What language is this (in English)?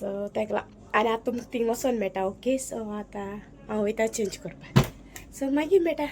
Konkani